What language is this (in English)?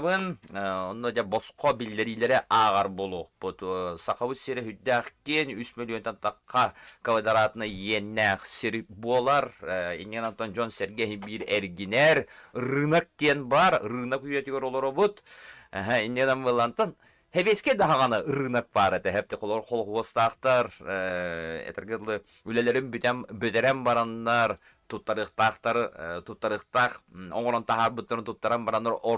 Yakut